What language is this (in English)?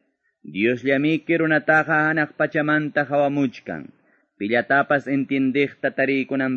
Quechua